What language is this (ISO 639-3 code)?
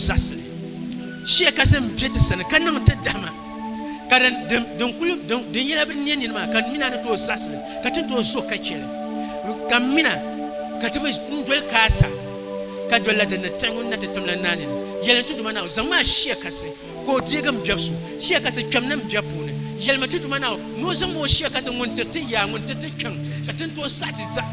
dag